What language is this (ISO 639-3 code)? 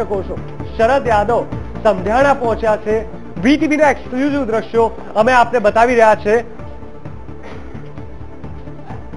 guj